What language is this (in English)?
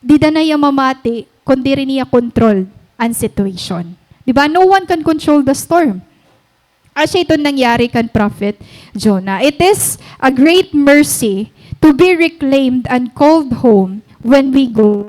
Waray